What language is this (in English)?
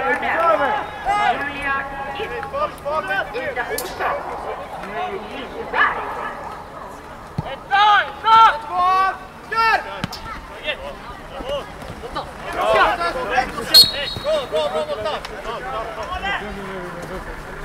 Swedish